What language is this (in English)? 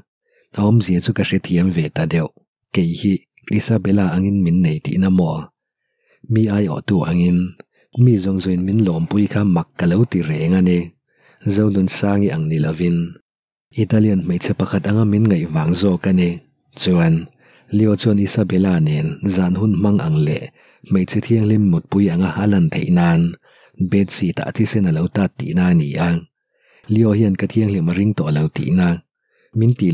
Mizo